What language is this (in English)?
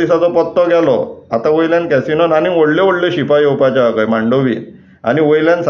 Konkani